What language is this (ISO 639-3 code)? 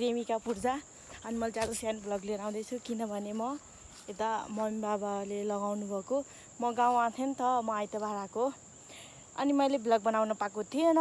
nep